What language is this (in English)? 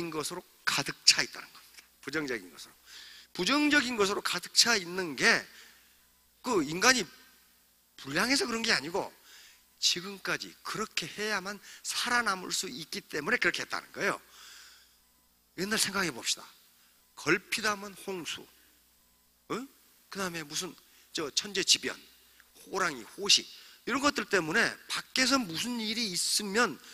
Korean